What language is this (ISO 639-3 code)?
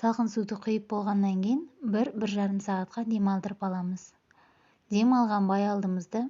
kaz